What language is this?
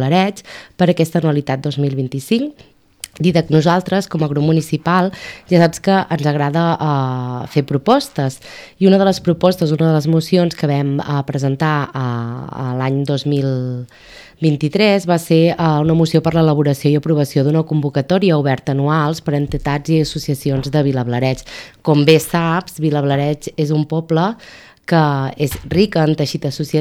Catalan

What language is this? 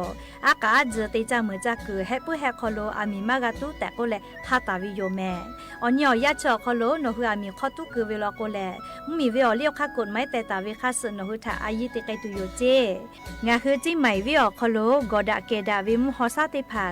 Lahu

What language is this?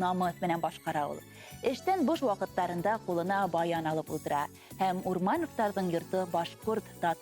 Bashkir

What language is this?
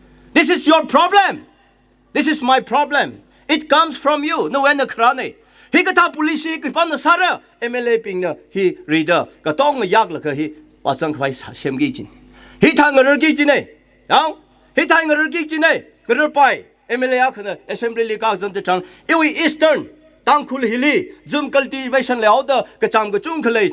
Tangkhul Naga (India)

